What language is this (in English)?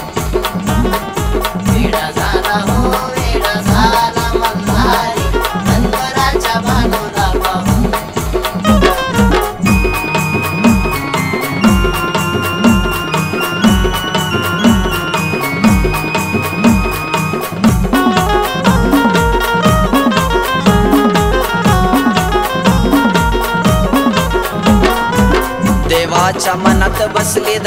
Marathi